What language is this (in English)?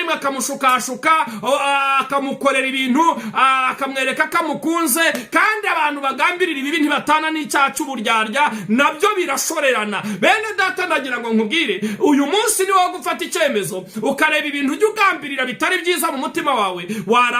Kinyarwanda